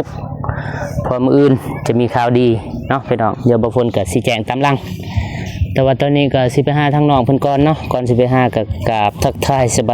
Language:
Lao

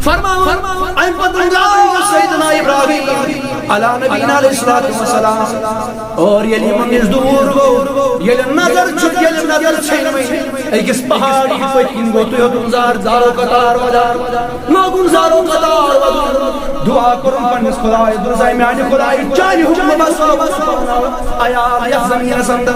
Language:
Kashmiri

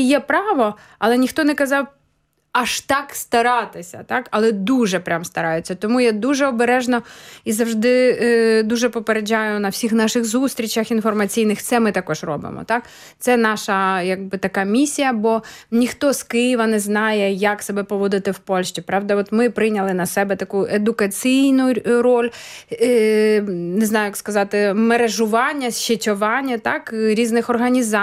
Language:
Ukrainian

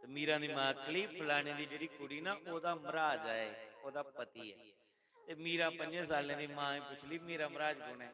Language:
Dogri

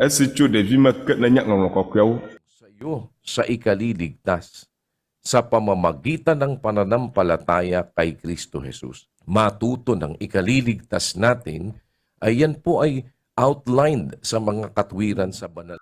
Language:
Ewe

